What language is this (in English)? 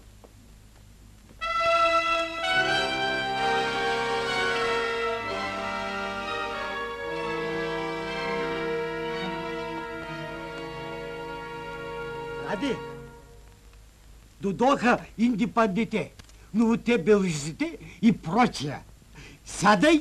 Bulgarian